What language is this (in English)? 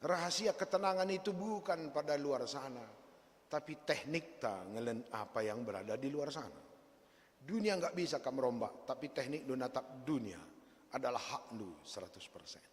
Batak Karo